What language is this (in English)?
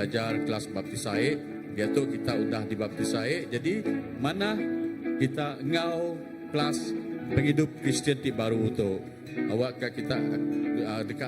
Iban